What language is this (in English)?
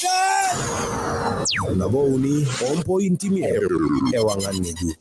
Masai